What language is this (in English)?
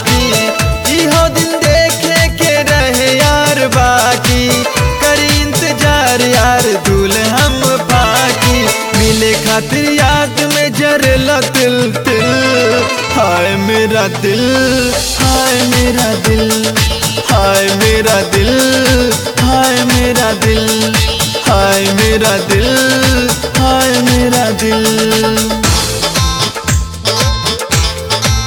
Bhojpuri